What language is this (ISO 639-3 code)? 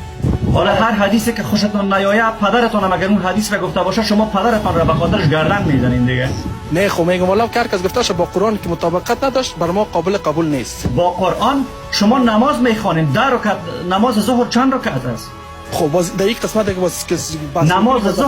fas